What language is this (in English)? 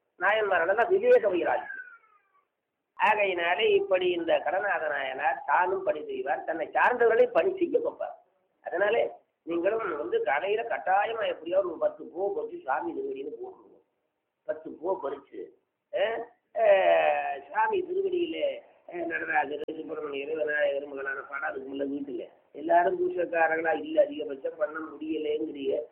Tamil